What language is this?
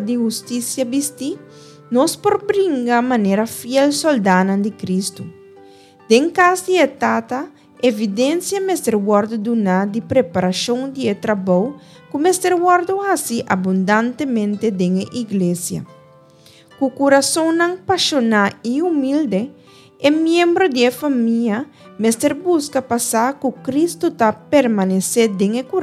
Papiamento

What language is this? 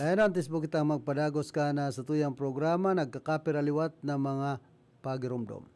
Bikol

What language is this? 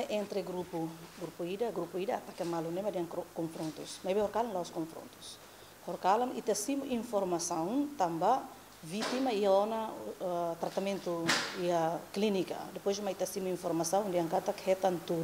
Tetum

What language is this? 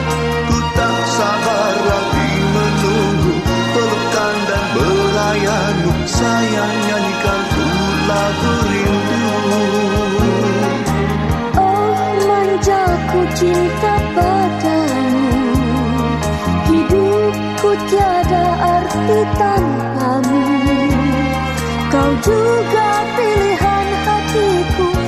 Malay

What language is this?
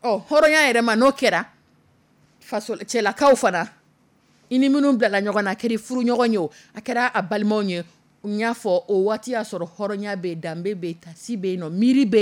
Dyula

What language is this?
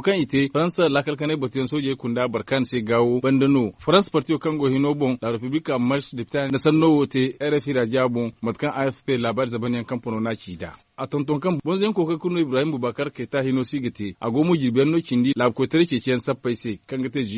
Zarma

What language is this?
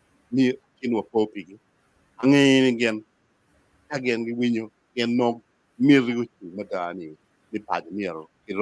Acoli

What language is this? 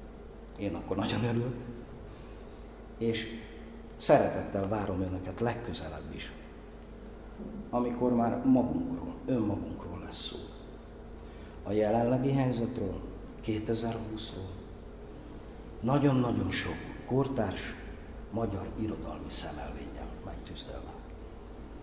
Hungarian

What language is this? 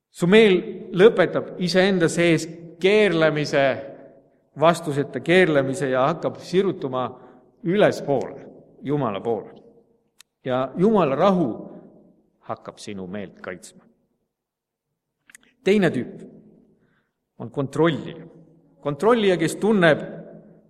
Estonian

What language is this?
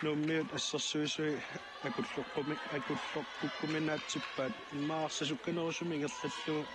Kalaallisut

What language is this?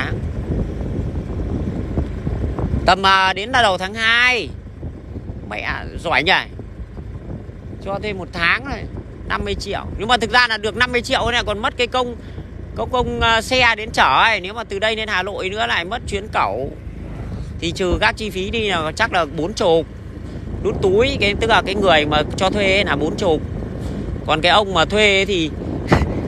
Vietnamese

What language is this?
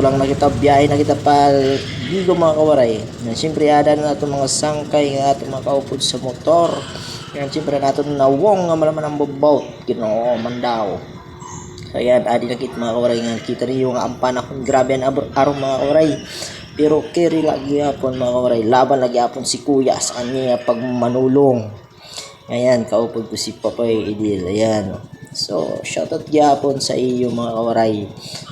Waray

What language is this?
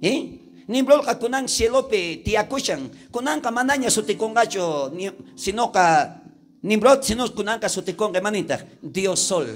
South Bolivian Quechua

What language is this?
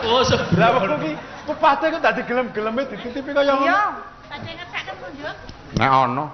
Javanese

